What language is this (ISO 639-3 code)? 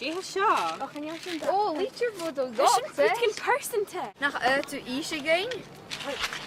gla